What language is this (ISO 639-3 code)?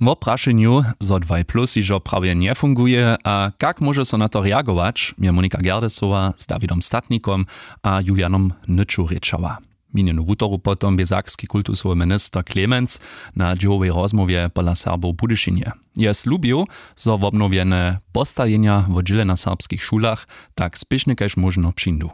hsb